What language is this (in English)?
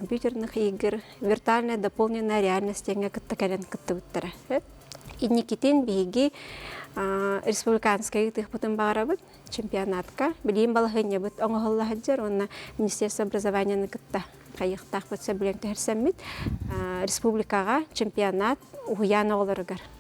Yakut